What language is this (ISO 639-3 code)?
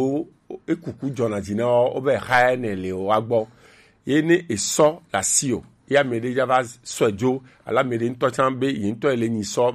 gej